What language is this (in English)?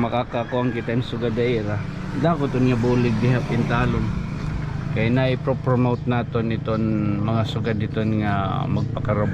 Waray